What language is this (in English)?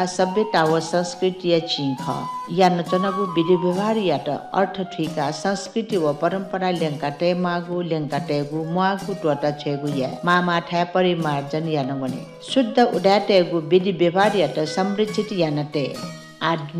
Newari